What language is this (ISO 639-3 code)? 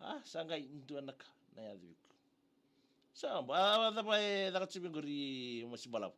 fij